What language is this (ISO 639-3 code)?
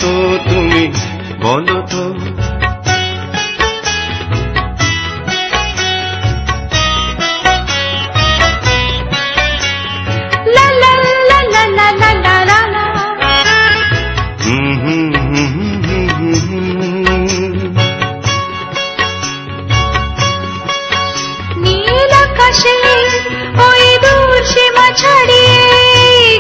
ben